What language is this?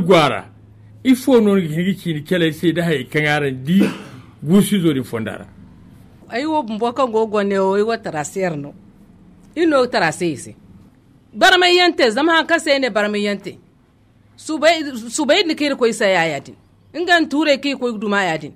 Zarma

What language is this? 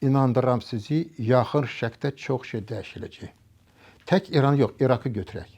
Azerbaijani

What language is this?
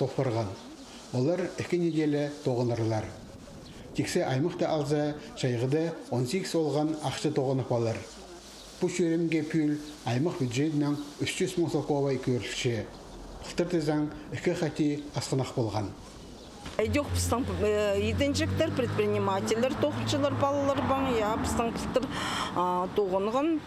Khakas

